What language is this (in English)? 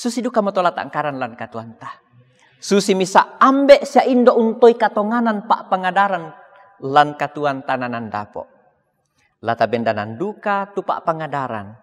Toraja-Sa'dan